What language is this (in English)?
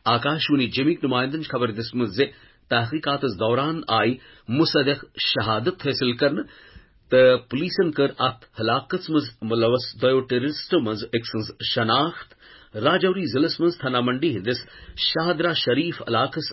Kashmiri